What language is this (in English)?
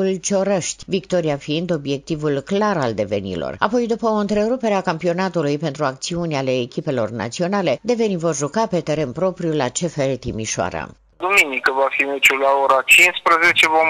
Romanian